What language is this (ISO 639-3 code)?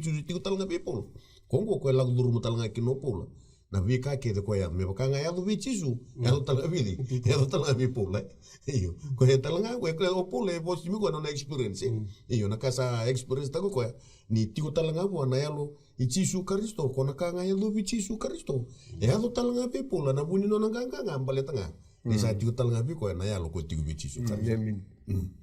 fij